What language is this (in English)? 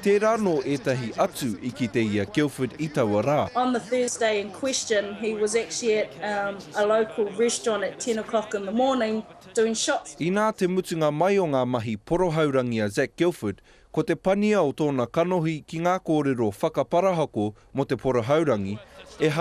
Māori